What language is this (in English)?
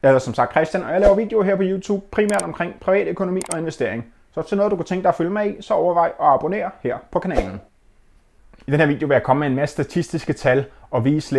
Danish